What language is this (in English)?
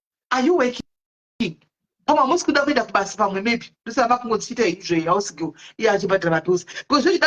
Shona